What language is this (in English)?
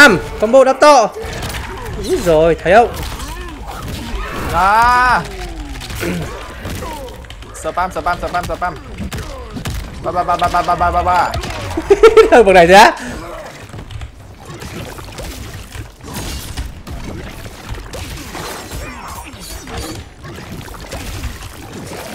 Vietnamese